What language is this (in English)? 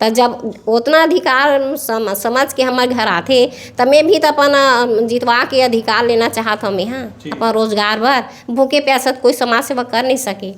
Chhattisgarhi